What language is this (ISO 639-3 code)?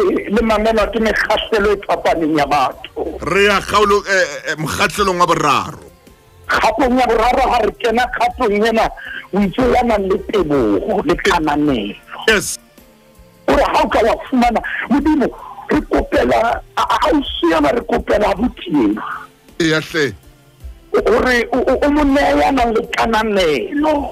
sot